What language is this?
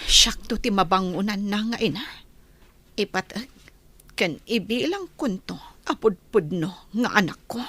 Iloko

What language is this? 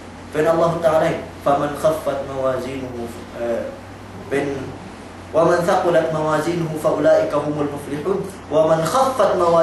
Yakan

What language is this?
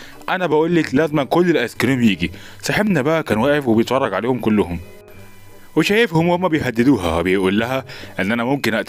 Egyptian Arabic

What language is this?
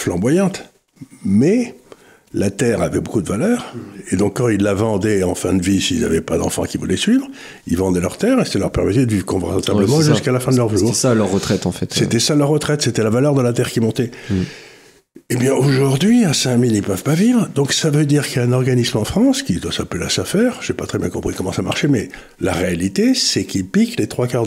French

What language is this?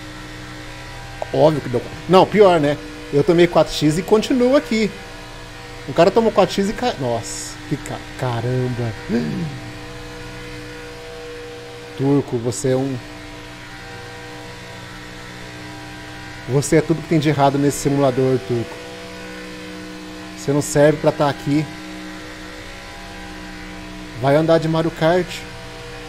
Portuguese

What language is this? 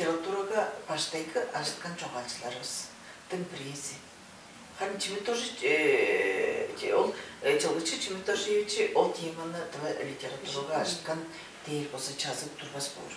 Tuvinian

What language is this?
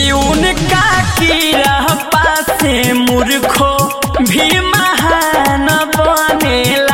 Bhojpuri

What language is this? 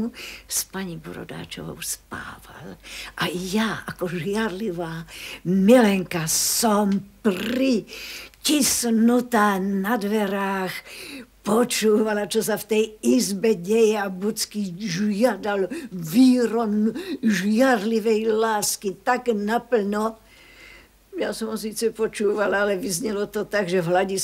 Slovak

